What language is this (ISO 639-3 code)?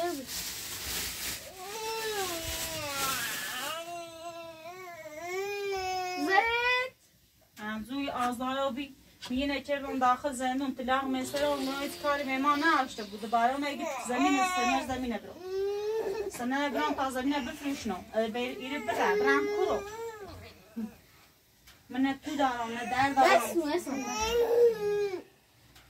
fas